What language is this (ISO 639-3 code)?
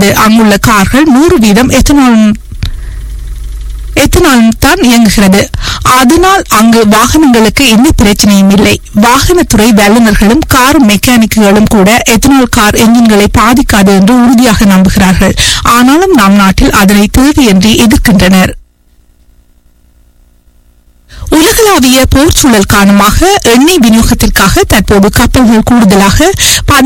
tam